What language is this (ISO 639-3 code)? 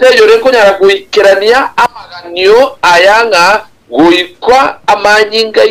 guz